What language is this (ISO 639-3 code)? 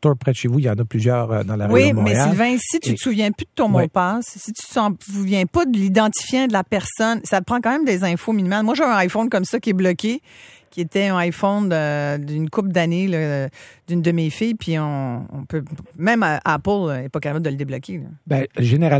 fra